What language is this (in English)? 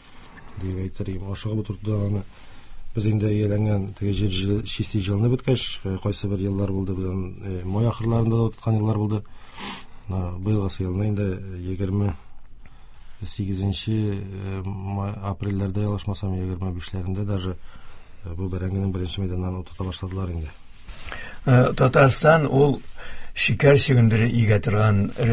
Tatar